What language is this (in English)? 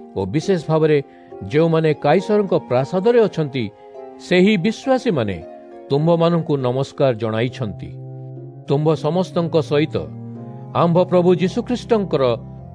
Odia